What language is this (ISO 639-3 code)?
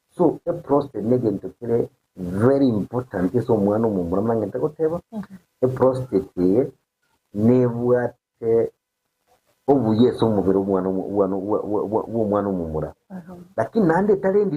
guz